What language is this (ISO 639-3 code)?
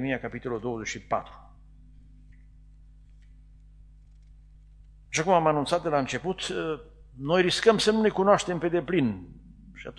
ron